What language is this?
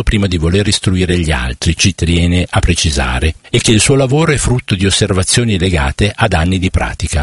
Italian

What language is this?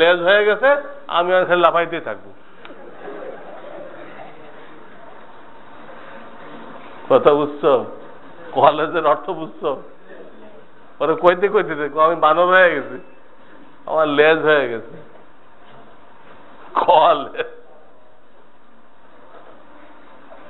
Bangla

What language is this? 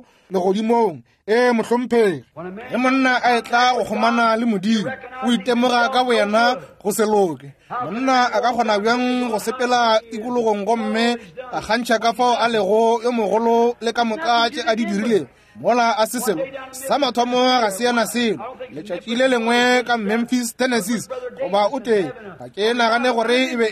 Northern Sotho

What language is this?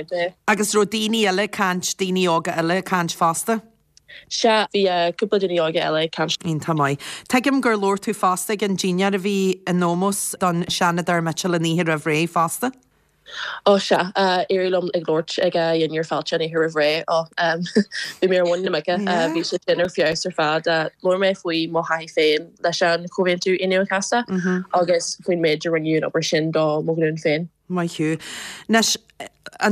Irish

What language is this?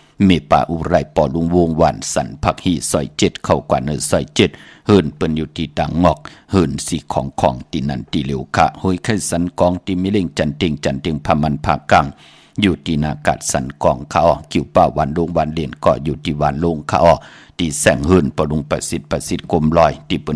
Shan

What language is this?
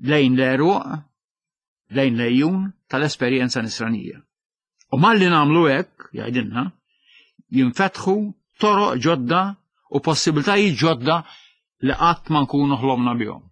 Maltese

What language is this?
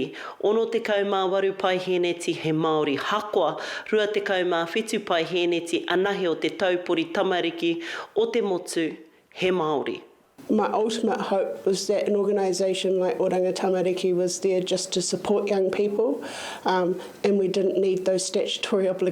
Māori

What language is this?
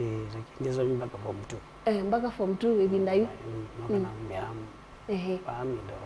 Kamba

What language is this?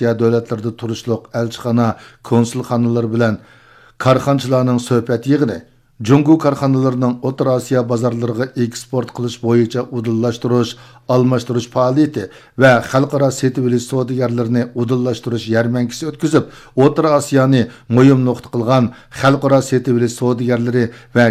Uyghur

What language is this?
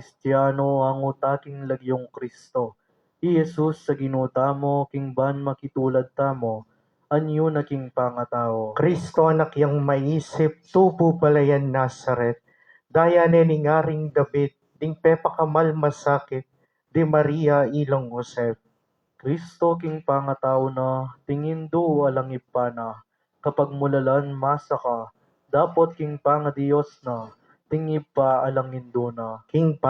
Pampanga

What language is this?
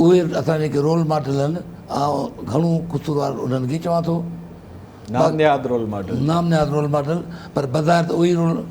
Sindhi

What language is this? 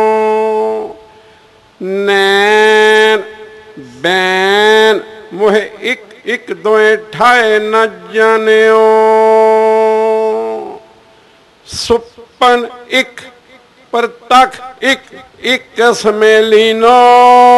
Punjabi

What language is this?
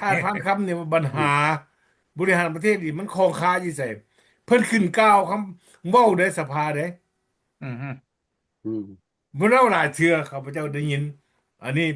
Lao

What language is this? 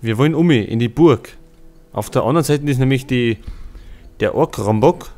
Bavarian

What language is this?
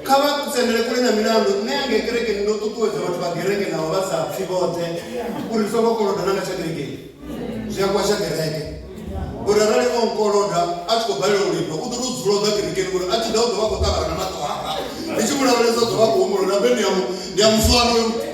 Venda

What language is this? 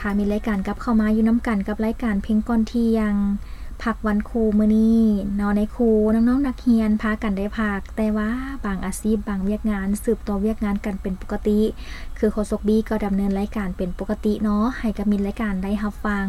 Lao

